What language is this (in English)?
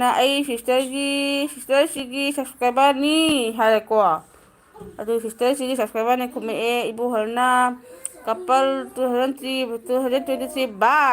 Manipuri